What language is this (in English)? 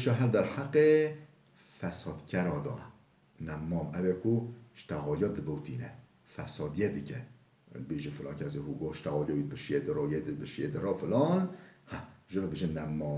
Kurdish